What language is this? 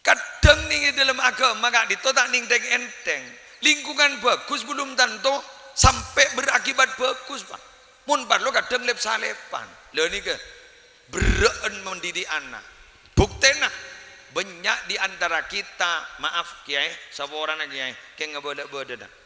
Madurese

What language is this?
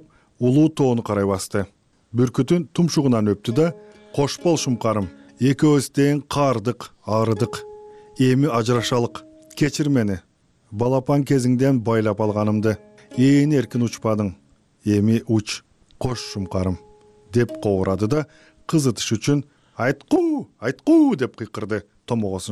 Kyrgyz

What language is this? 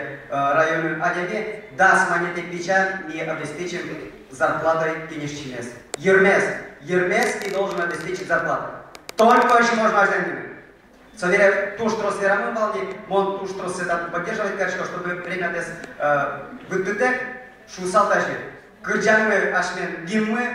Udmurt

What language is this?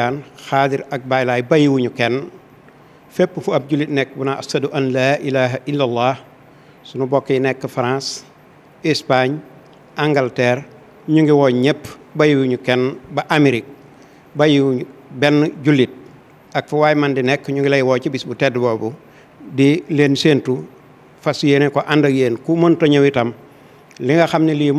Wolof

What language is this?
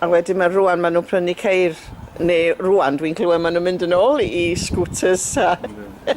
Welsh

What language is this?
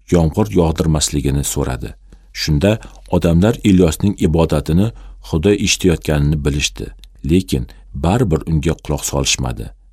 Uzbek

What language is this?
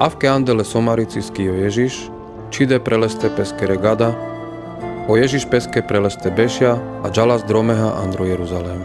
Carpathian Romani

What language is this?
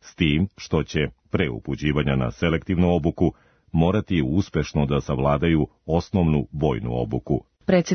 Serbian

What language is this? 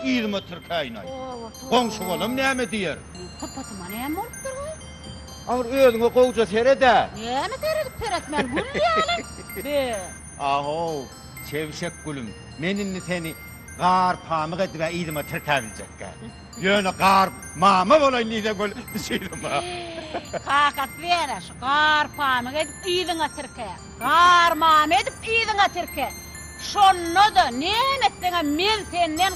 Turkmen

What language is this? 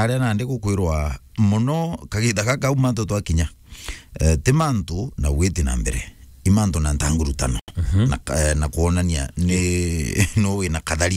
Meru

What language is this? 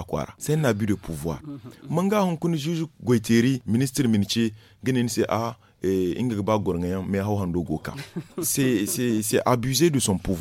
Zarma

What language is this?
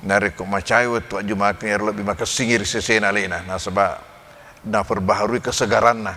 Buginese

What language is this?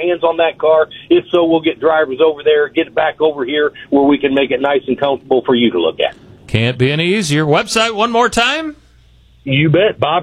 English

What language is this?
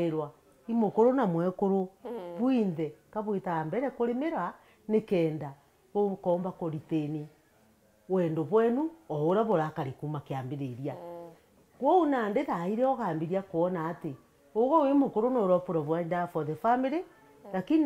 Meru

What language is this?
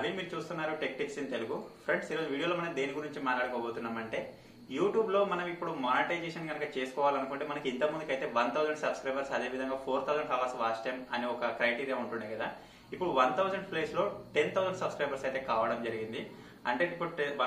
Telugu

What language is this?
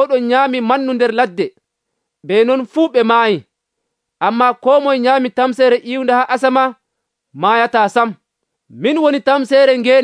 Nigerian Fulfulde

